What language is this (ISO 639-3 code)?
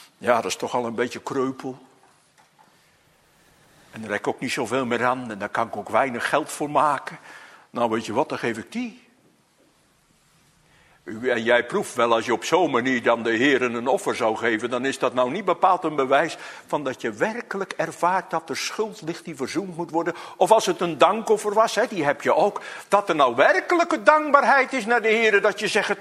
nld